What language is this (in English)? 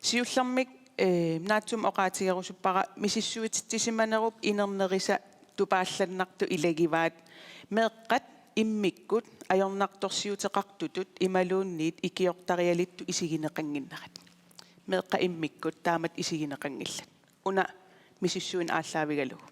Kalaallisut